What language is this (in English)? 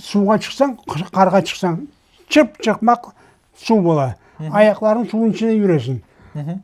Crimean Tatar